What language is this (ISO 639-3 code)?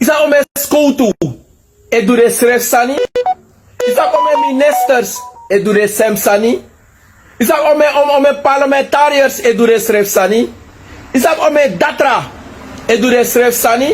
srn